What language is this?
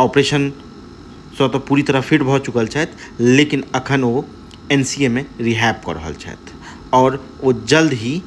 Maithili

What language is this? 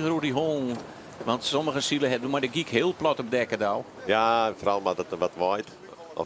Western Frisian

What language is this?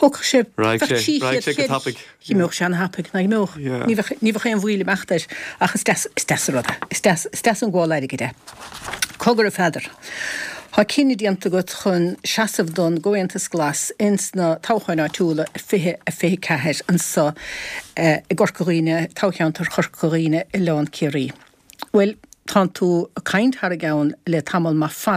Irish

